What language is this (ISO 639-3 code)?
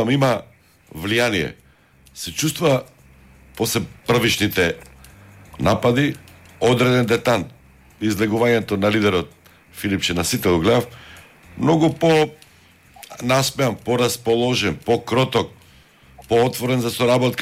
mkd